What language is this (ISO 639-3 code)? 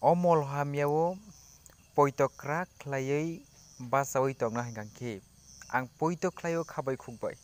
trp